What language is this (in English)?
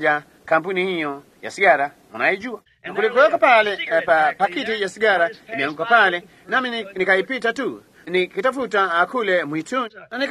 Swahili